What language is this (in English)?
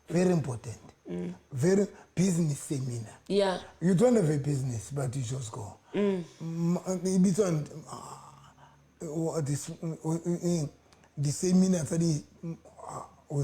Southern Sotho